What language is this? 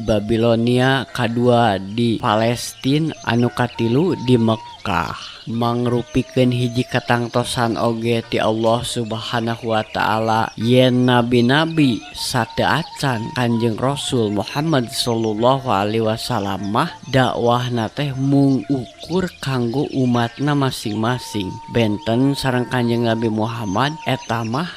Sundanese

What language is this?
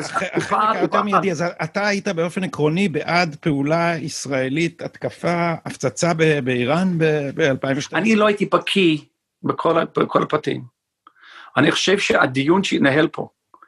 Hebrew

